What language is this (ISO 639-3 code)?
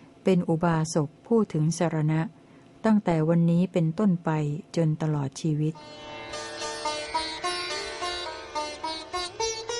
tha